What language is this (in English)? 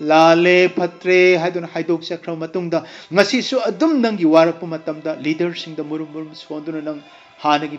Manipuri